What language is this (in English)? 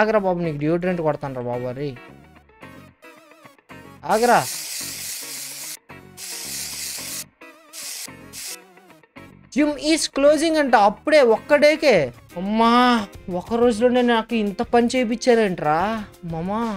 Telugu